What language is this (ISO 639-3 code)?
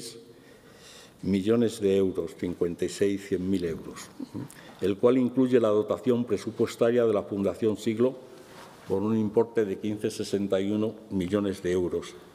spa